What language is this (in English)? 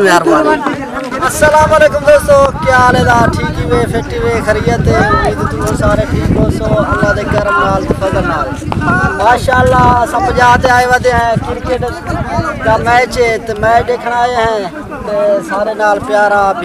Saraiki